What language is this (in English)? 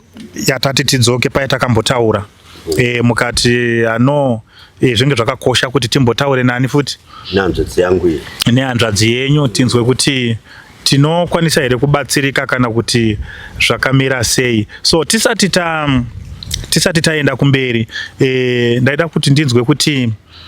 Shona